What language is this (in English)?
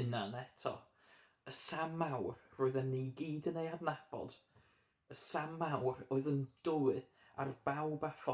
Welsh